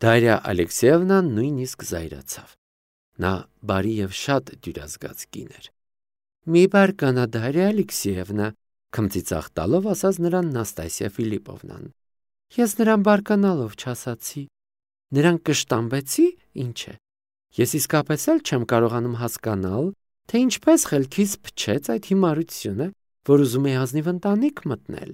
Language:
Armenian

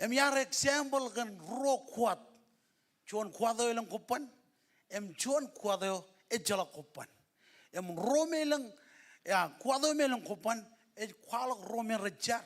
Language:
Marshallese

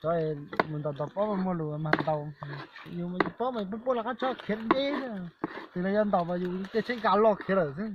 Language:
Hmong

